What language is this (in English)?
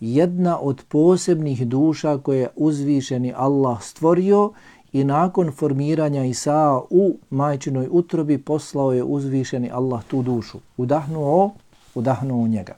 Bosnian